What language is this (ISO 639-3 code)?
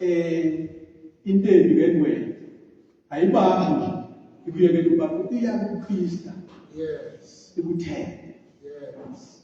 zul